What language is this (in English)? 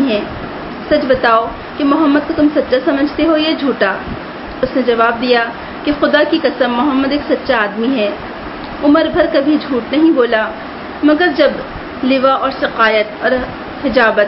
Urdu